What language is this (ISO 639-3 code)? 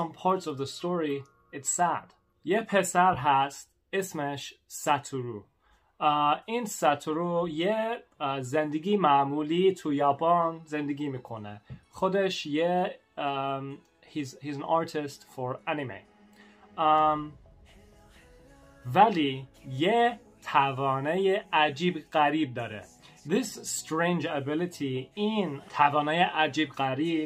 fas